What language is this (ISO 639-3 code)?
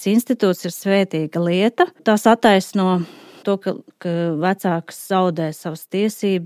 lav